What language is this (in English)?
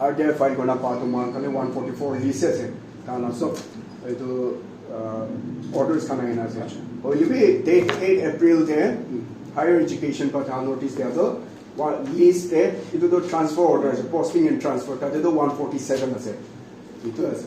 Naga Pidgin